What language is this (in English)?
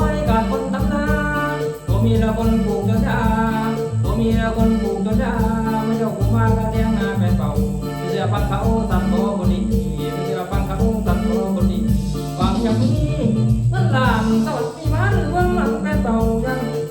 Lao